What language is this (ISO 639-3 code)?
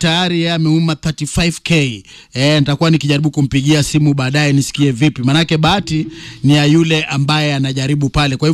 swa